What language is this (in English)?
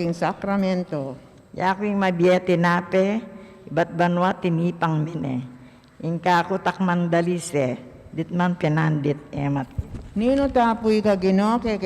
Pampanga